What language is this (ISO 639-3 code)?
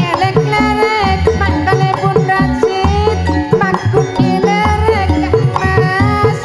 mad